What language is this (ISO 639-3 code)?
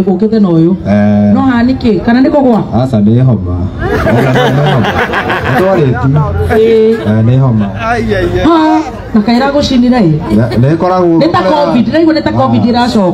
kik